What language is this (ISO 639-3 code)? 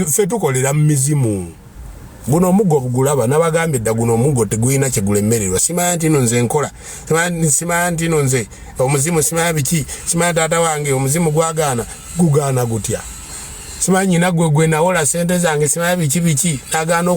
lug